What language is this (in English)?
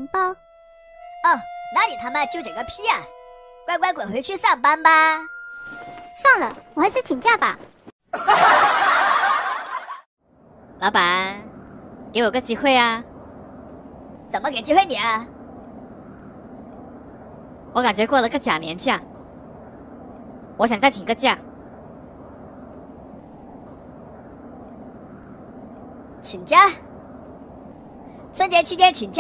Chinese